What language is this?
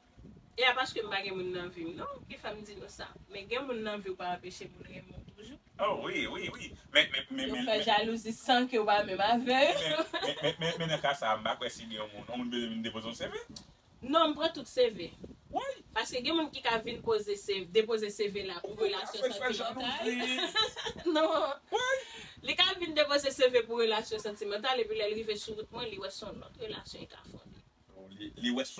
Haitian Creole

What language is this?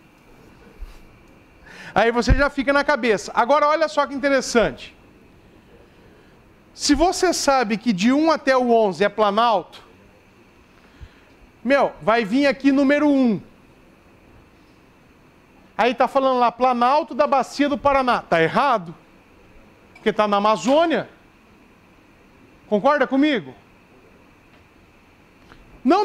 Portuguese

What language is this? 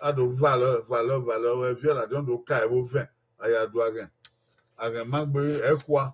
Bini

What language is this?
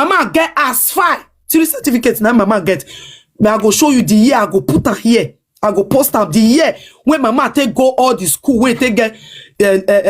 Nigerian Pidgin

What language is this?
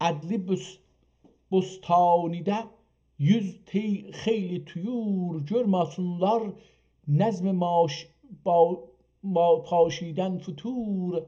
South Azerbaijani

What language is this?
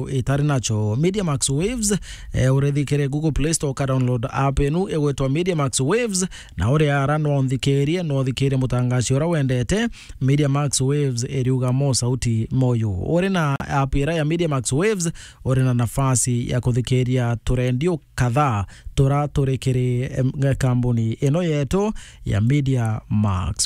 Meru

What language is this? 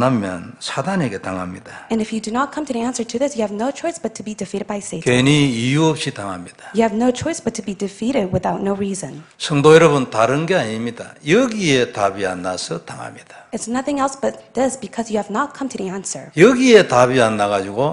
Korean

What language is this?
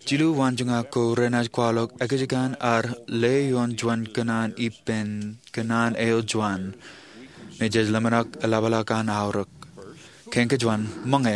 Marshallese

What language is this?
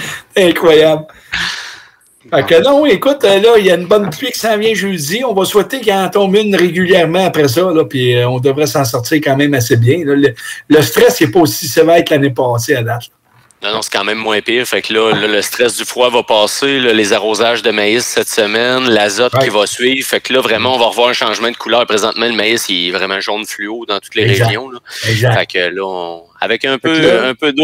French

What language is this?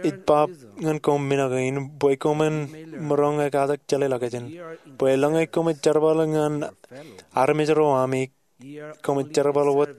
Marshallese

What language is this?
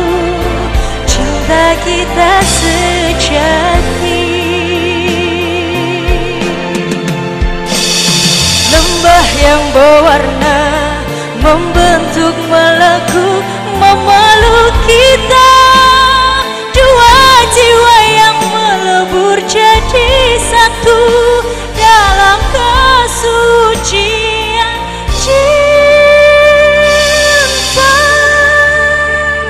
Indonesian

